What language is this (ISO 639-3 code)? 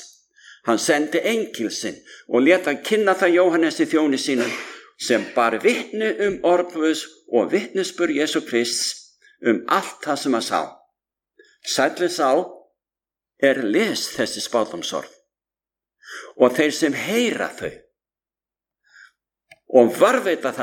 isl